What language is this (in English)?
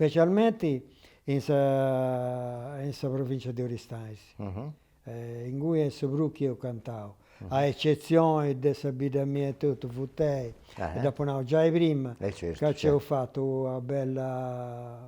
Sardinian